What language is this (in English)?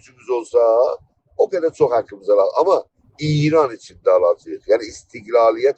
South Azerbaijani